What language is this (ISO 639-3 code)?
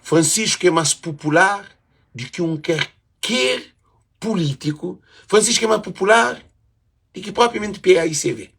kea